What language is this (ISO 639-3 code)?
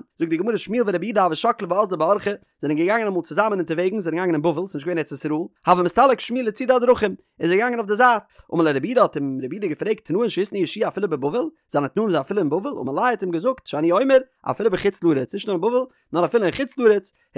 yid